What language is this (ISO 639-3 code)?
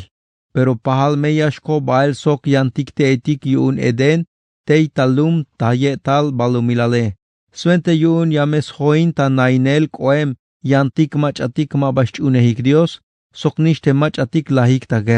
tzh